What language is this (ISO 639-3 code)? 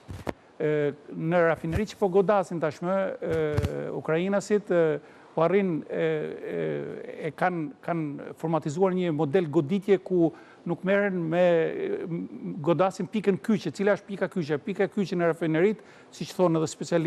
sqi